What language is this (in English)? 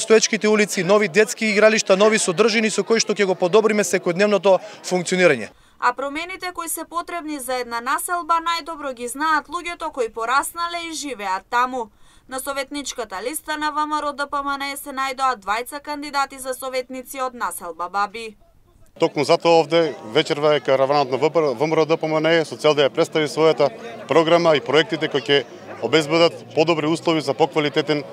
Macedonian